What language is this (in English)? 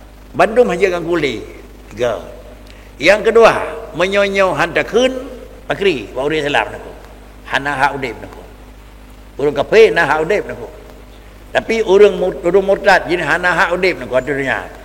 Achinese